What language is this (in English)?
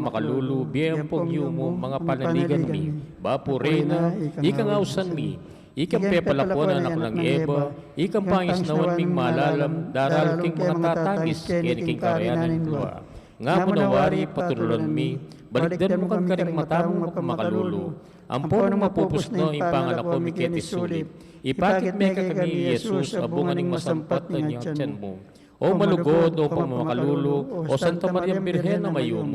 Pampanga